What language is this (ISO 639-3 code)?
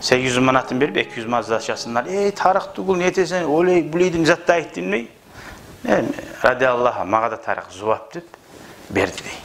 kum